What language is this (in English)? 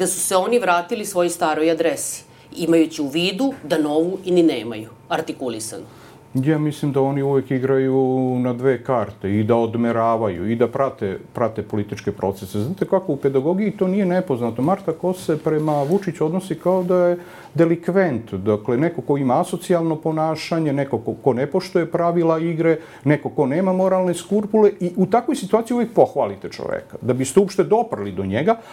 Serbian